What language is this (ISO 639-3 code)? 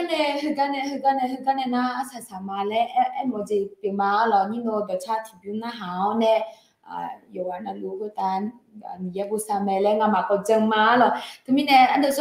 ahk